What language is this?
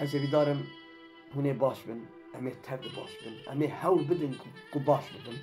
Kurdish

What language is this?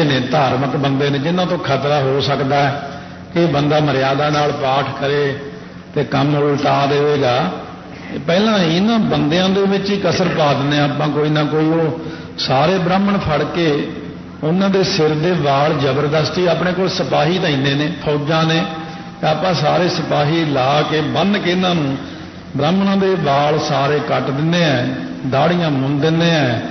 Punjabi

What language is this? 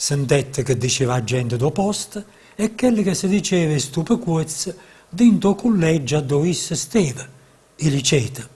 Neapolitan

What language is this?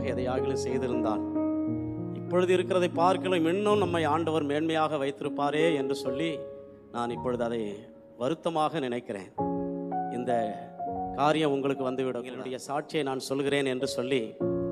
Tamil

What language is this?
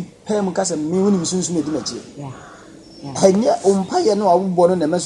Akan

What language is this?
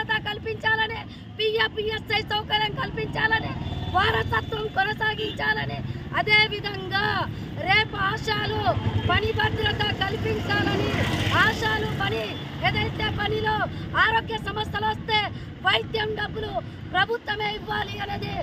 Telugu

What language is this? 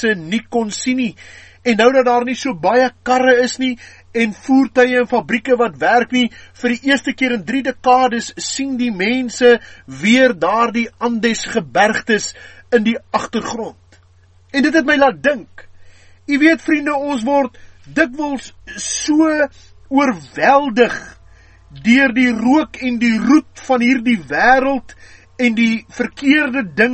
Afrikaans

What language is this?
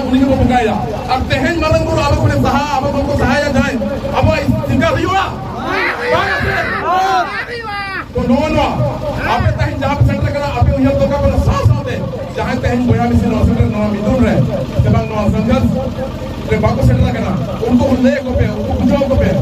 Santali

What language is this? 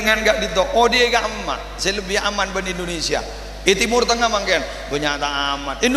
Madurese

